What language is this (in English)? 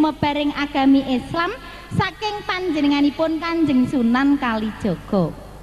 Javanese